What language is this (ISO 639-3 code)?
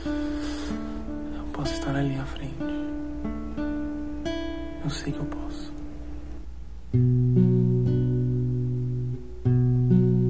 por